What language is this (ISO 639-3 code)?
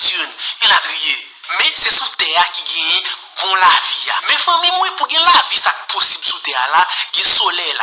hat